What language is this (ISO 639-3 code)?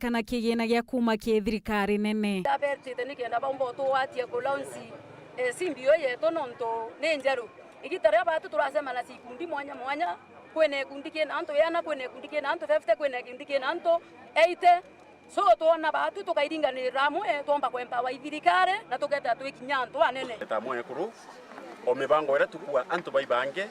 mer